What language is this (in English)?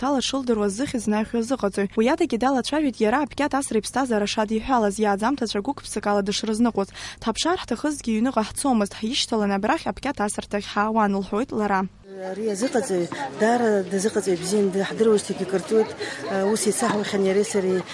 Abkhazian